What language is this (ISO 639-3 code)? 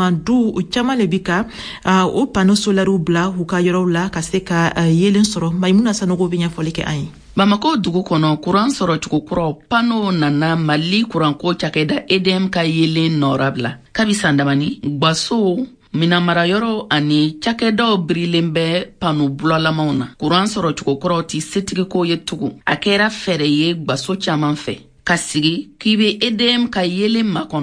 bam